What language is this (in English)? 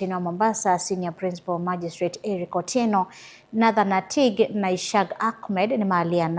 Kamba